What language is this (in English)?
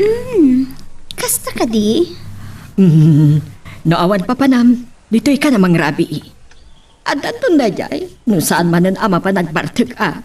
Iloko